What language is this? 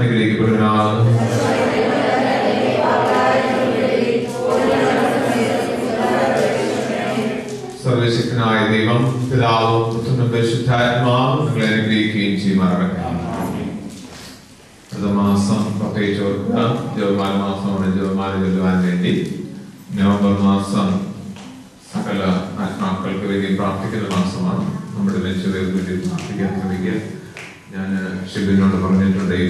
Malayalam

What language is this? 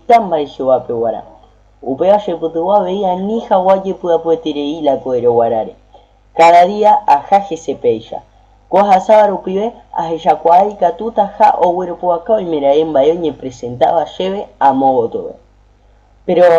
Guarani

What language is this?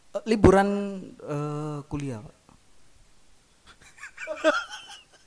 Indonesian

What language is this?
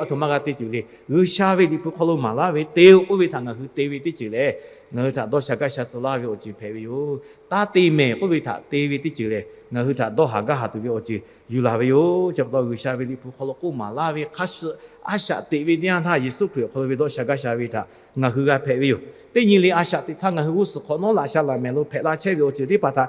Lahu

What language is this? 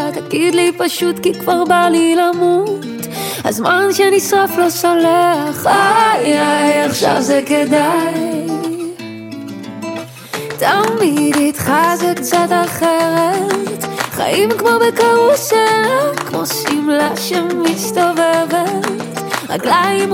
Hebrew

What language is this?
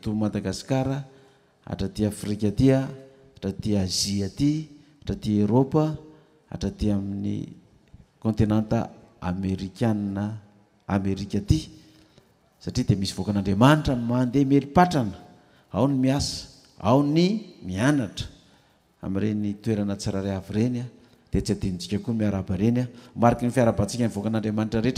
Malagasy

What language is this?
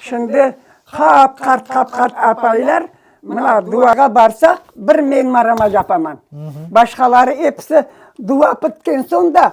Crimean Tatar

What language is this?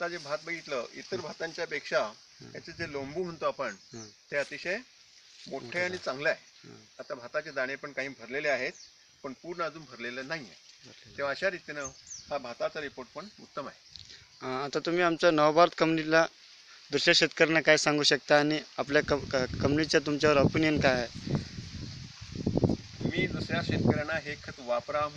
Marathi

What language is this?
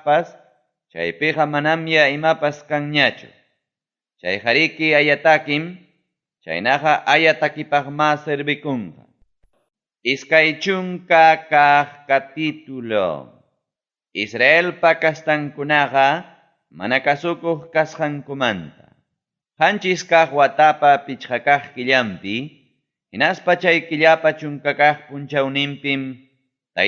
Ayacucho Quechua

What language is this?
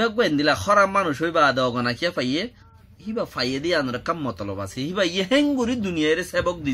Rohingya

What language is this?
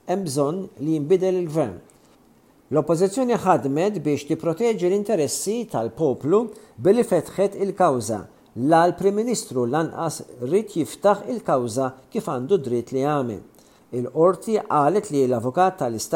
Maltese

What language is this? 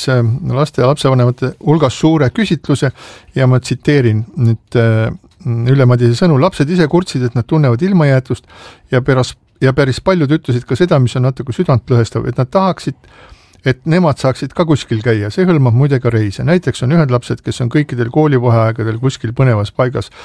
Estonian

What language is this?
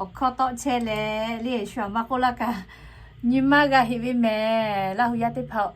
Lahu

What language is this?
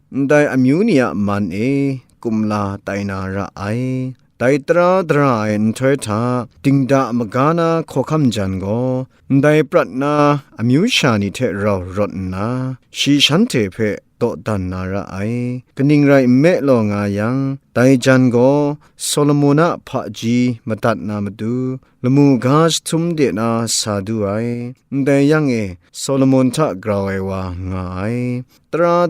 Kachin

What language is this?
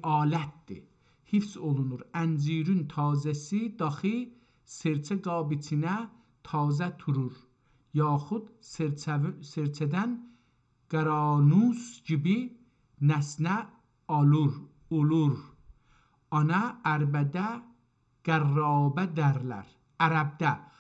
South Azerbaijani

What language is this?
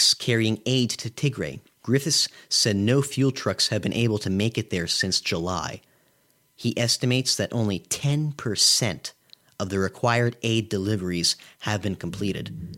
English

